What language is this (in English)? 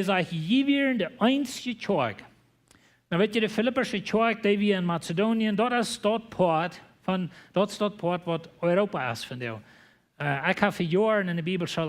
Plautdietsch